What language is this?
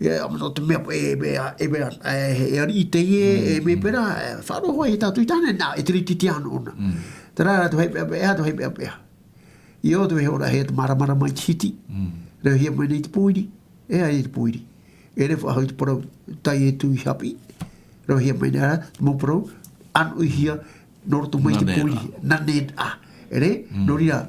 Tahitian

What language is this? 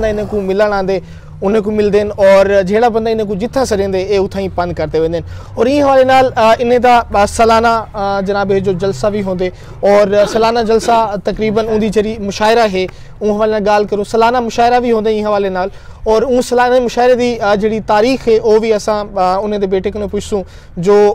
Saraiki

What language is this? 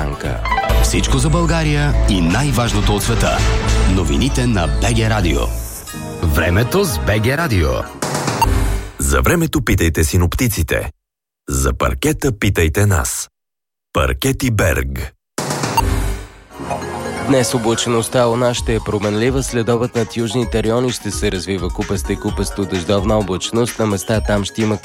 Bulgarian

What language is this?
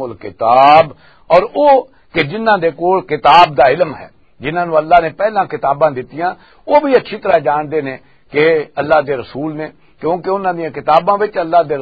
Western Panjabi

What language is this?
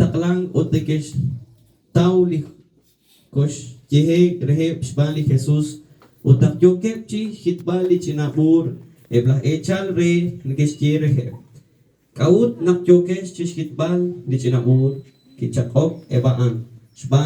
Kekchí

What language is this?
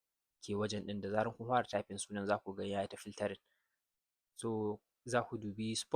Hausa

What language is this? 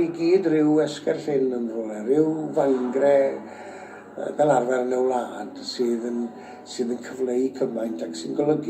Welsh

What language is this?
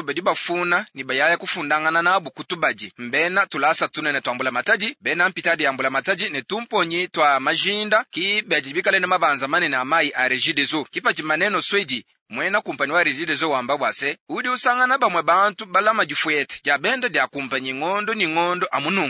Luba-Lulua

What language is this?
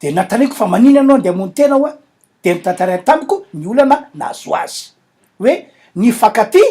Malagasy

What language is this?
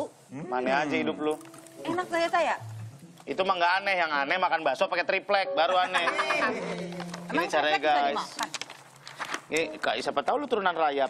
Indonesian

